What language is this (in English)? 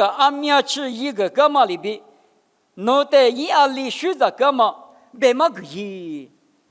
Lisu